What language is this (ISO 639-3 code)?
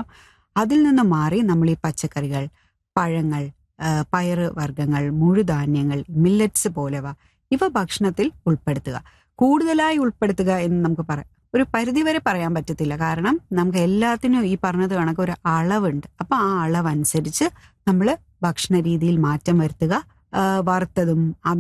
mal